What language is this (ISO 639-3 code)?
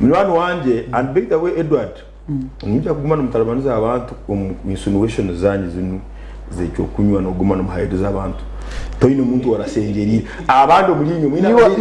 nyn